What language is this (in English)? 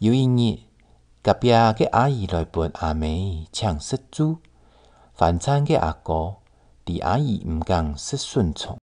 Hakka Chinese